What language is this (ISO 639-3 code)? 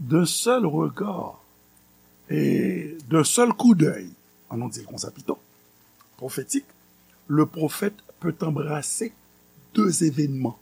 hat